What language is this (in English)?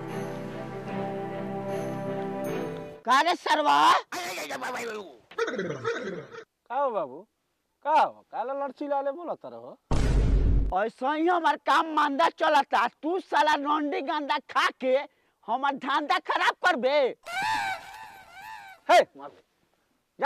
Bhojpuri